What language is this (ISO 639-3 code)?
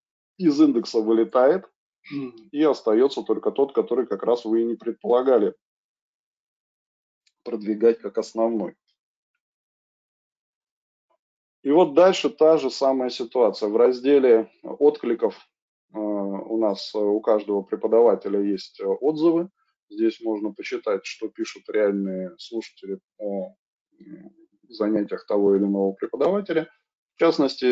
rus